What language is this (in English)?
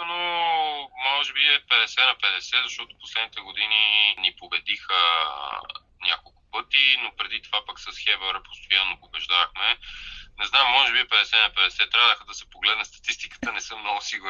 Bulgarian